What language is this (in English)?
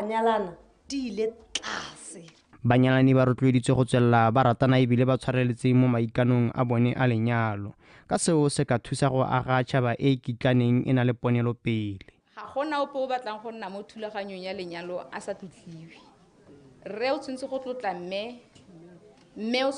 Tswana